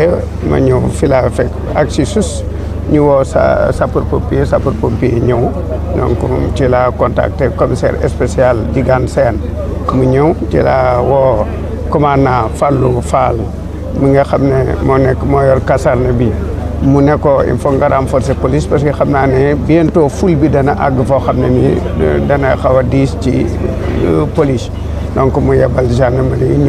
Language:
Wolof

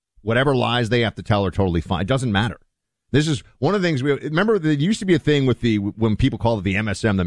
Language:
English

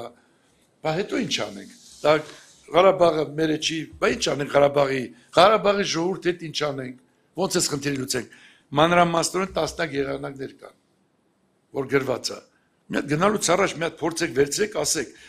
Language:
Armenian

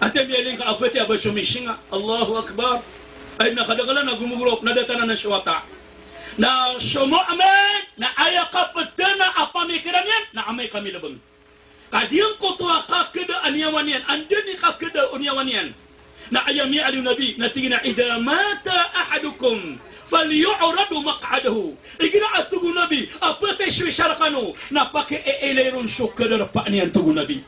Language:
Maranao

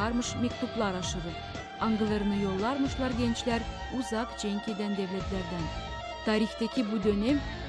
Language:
Gagauz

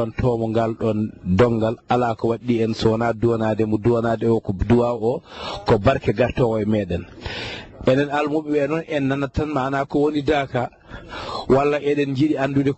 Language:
Fula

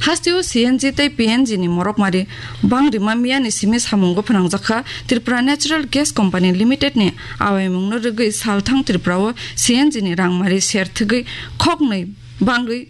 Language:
Kok Borok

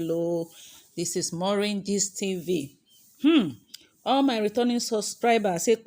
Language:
Nigerian Pidgin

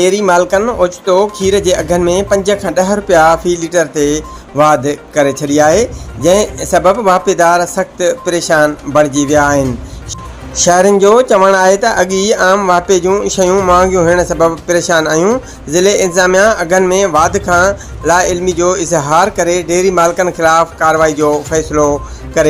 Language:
Sindhi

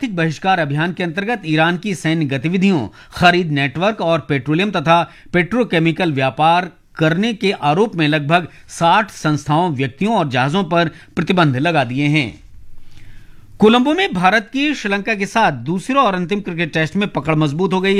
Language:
Hindi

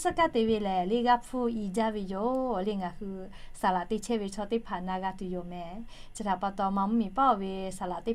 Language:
Lahu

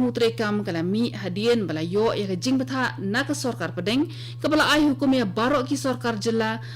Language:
Khasi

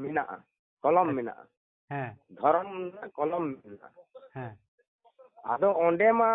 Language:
Santali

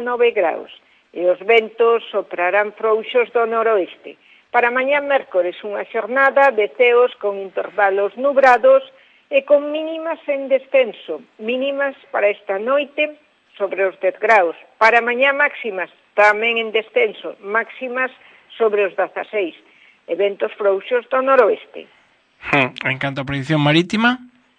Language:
Galician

